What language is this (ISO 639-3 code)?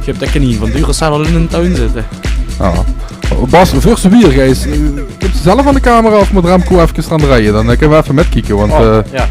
lim